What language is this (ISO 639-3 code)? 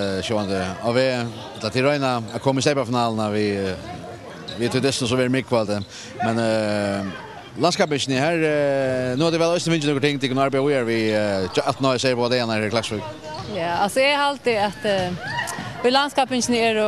fao